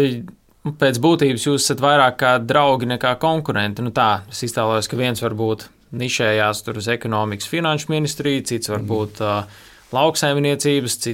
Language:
Latvian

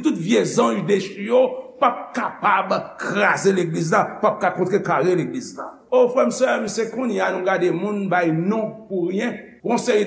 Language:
Haitian Creole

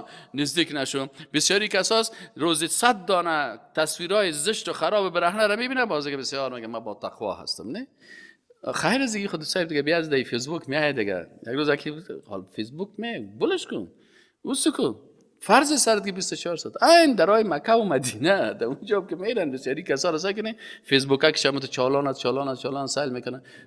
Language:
Persian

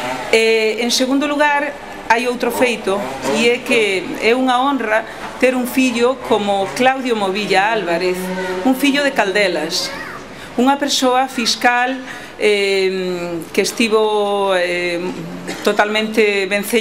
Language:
Galician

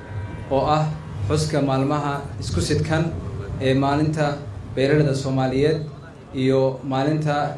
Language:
Somali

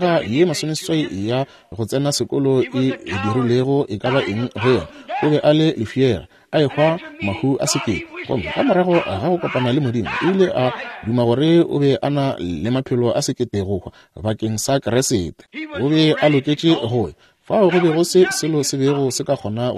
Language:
Northern Sotho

